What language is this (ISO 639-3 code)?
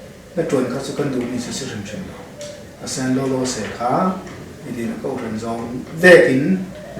cfm